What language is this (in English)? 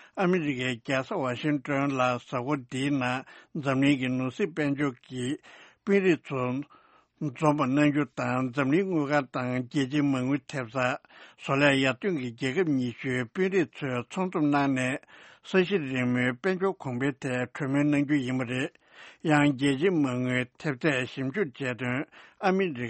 Tibetan